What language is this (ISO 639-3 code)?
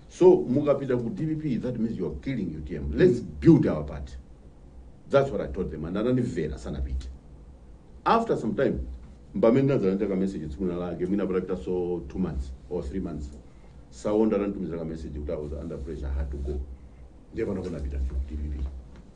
nya